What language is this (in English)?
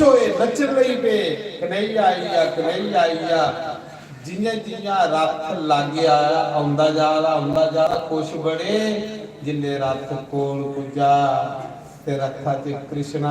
Dogri